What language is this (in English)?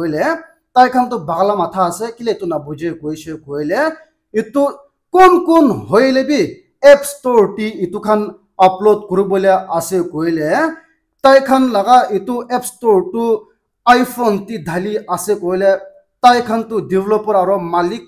Naga Pidgin